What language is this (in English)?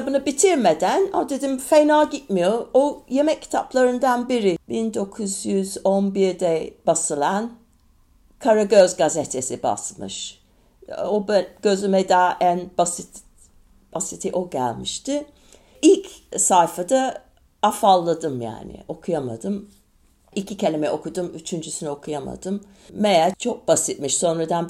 Turkish